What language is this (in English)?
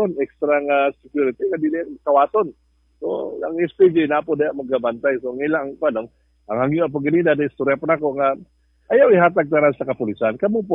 Cebuano